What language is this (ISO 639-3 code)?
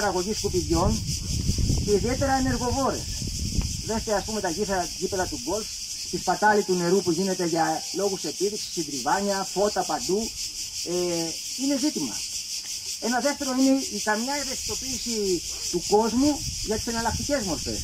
ell